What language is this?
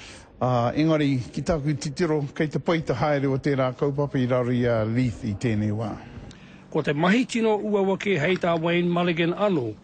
Māori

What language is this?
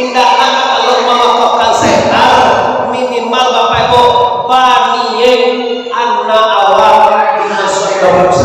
Minangkabau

